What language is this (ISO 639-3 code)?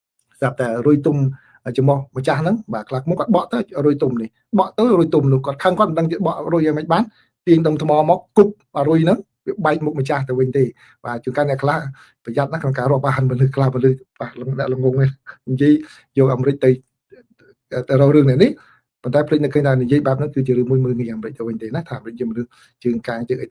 khm